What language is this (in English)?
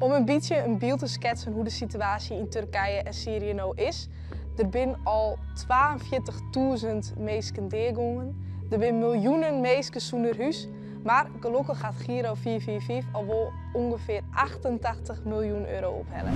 Western Frisian